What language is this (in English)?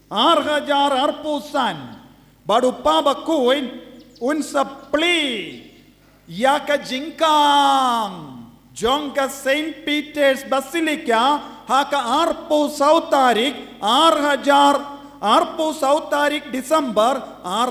Khasi